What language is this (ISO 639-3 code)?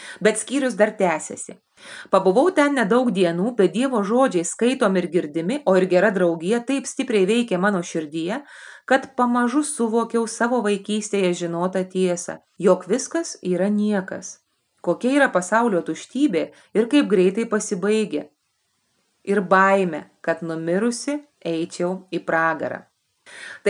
lit